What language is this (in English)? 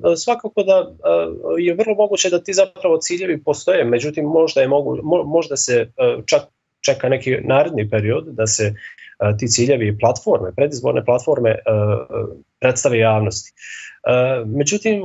Bosnian